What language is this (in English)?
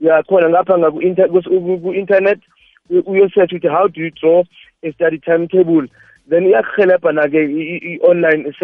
South Ndebele